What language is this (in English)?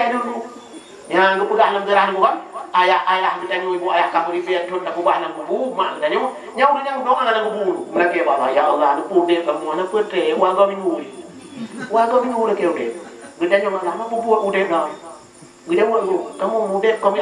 Achinese